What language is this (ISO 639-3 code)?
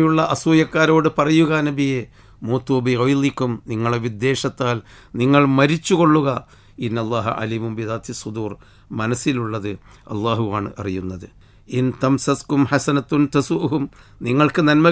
mal